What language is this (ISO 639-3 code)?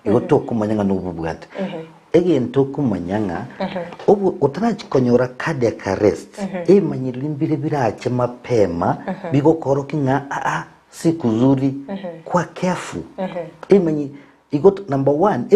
guz